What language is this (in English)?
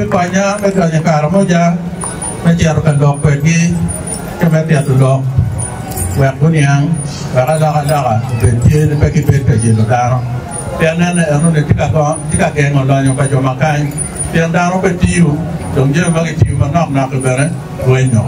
Acoli